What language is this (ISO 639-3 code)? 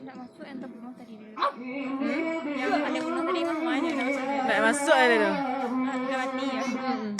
min